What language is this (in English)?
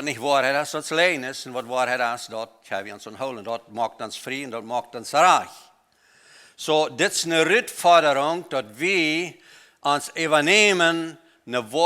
Plautdietsch